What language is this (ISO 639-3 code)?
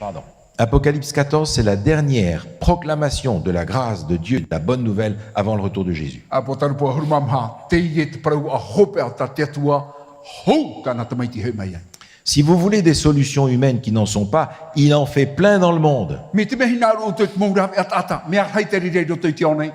tah